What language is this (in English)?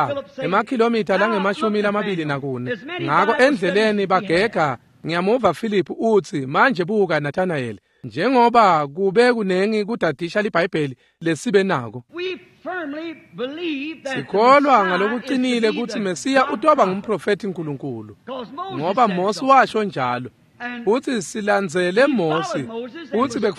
Swati